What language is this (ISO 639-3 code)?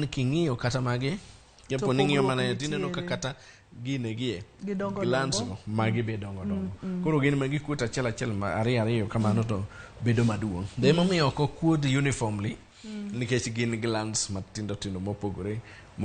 luo